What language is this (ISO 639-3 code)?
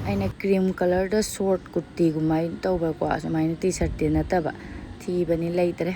mni